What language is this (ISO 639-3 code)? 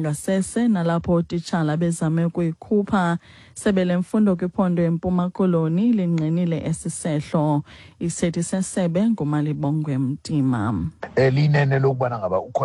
xho